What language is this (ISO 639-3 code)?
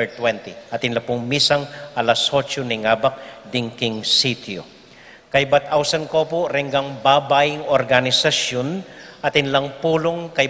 pam